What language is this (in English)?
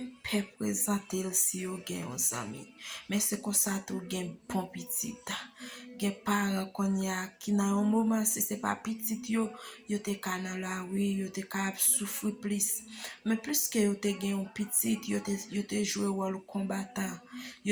Haitian Creole